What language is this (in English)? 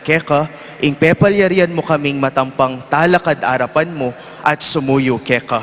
Pampanga